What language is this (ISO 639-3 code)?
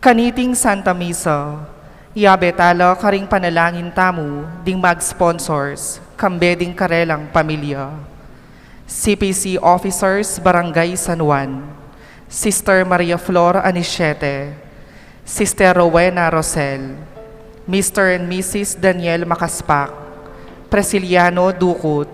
pam